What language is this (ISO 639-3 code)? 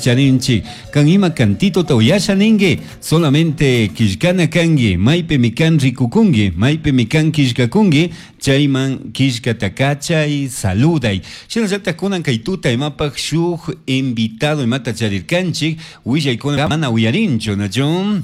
qug